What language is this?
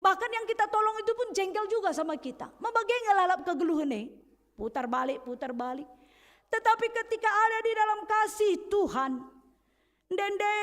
Batak Karo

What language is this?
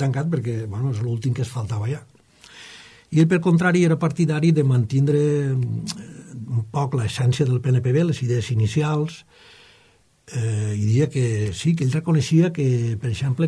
Catalan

